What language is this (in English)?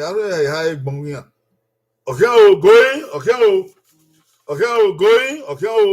Bini